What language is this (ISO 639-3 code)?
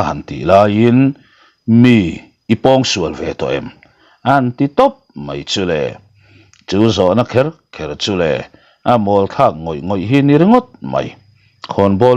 lus